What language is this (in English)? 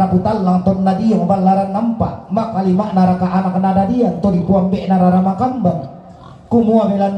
Toraja-Sa'dan